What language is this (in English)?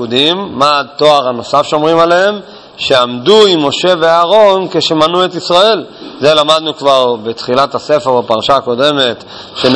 Hebrew